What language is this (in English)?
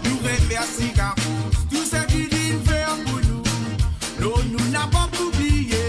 Morisyen